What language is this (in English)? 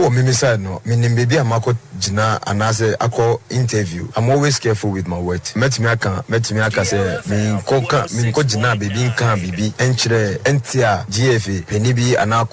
Akan